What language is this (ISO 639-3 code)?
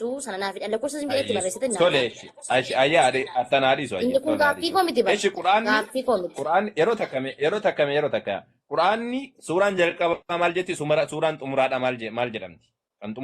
orm